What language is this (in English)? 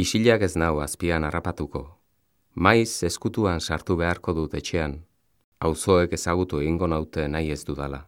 Basque